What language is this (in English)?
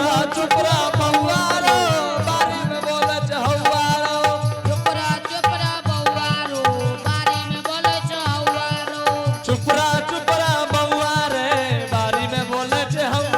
Angika